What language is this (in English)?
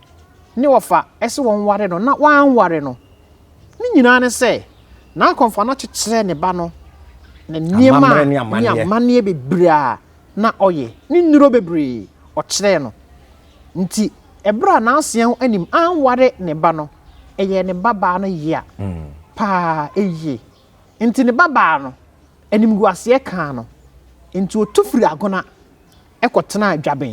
Akan